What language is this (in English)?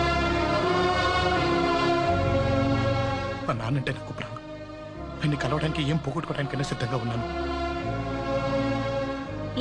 Telugu